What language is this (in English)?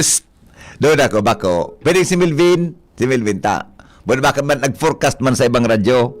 Bikol